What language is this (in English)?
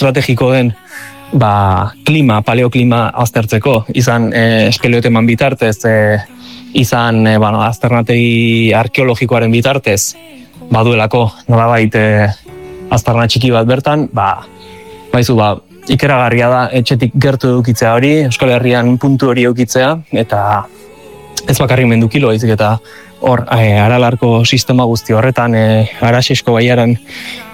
Basque